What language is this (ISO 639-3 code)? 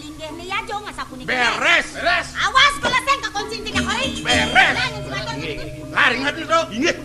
ban